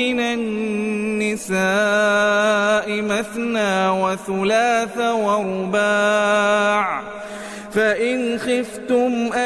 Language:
Arabic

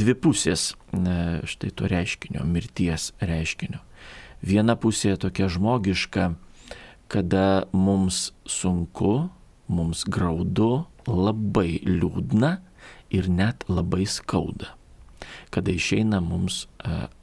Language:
Lithuanian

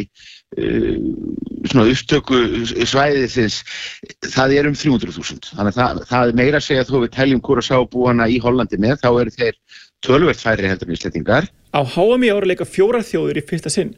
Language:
Icelandic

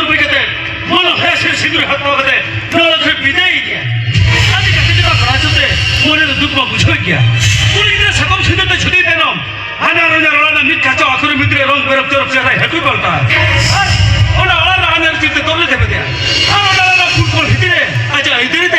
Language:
Santali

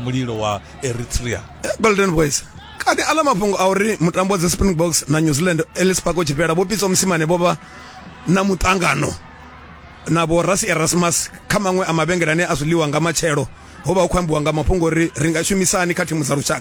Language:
Venda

